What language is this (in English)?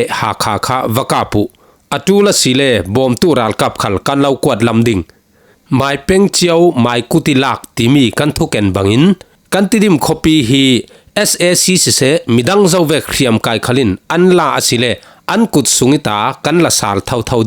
Falam Chin